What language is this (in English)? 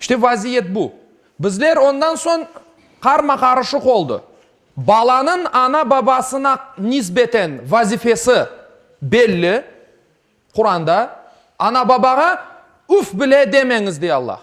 Crimean Tatar